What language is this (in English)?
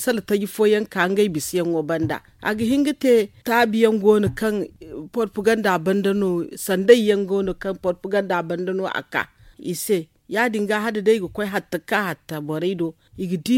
Zarma